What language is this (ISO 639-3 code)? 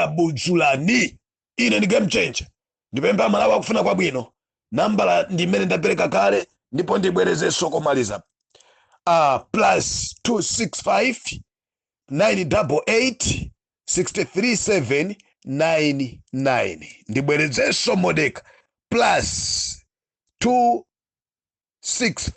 nya